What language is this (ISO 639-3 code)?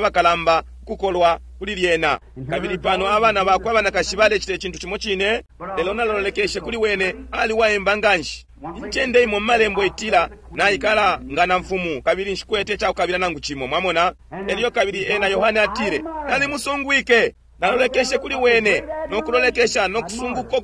bem